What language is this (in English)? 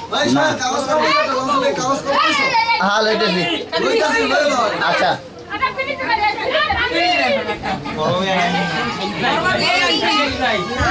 Bangla